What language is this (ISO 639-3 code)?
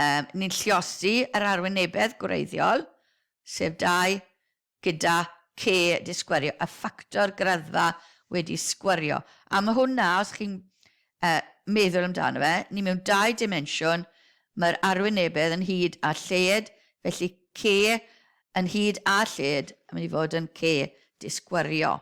cym